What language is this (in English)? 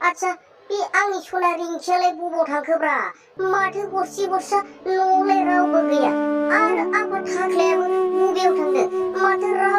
Bodo